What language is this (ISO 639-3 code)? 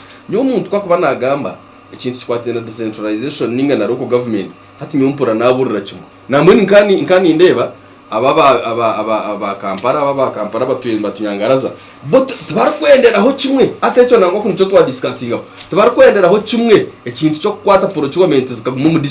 nyn